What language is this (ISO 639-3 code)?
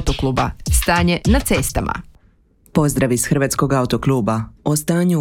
hrv